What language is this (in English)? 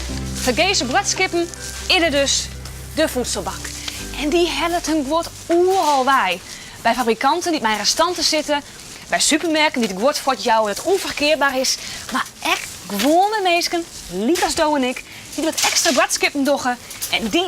Western Frisian